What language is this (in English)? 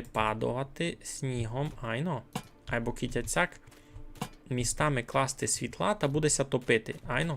Rusyn